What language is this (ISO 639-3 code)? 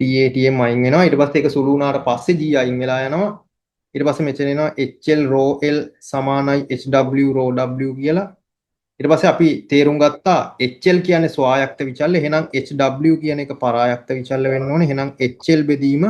sin